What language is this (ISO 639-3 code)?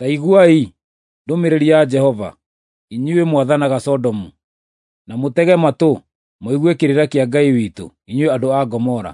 kik